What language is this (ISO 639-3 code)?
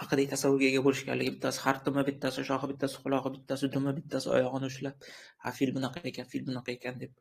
uzb